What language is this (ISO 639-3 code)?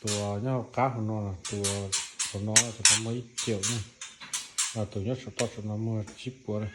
hmn